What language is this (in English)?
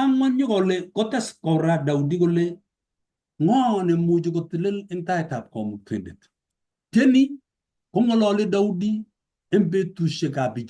Kalenjin